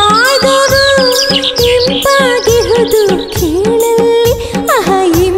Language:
Kannada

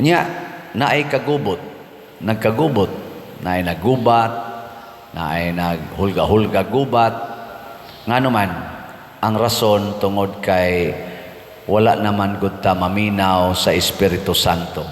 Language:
Cebuano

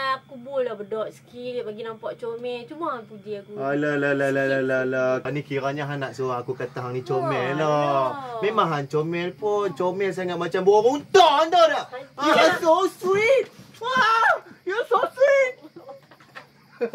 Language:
Malay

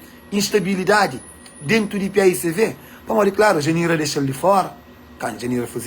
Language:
Kabuverdianu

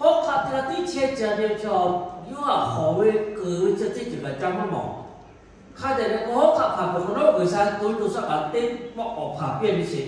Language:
Lahu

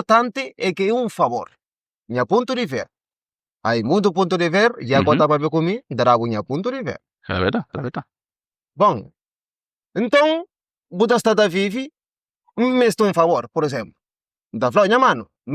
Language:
Kabuverdianu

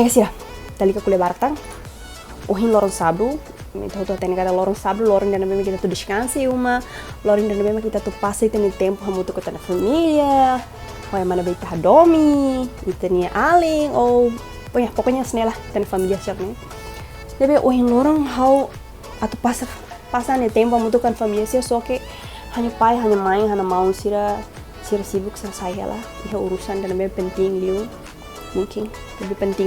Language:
Tetum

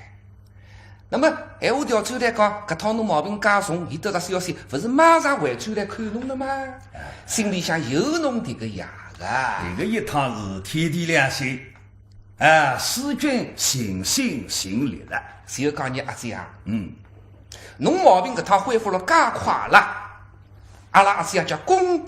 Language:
Wu Chinese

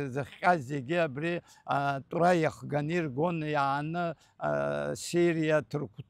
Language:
Abkhazian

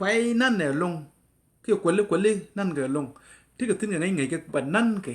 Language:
Nuer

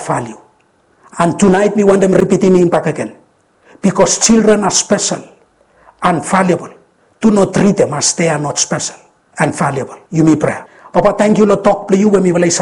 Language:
Bislama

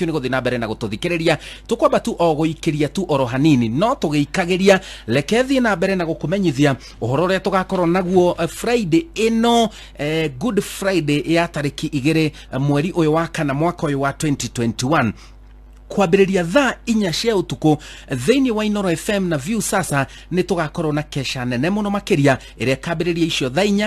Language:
Kikuyu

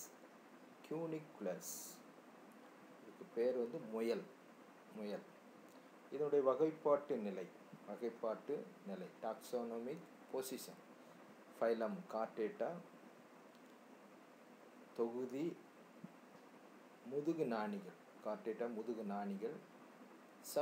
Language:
Tamil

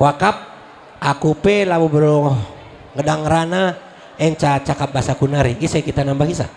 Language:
Batak Karo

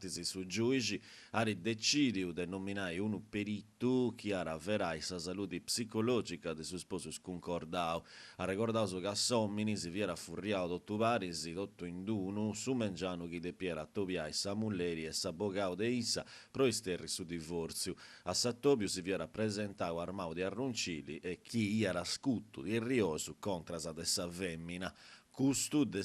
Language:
Sardinian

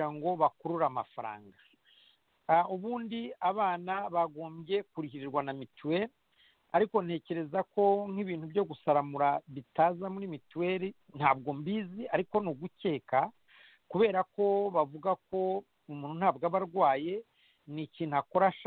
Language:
Kinyarwanda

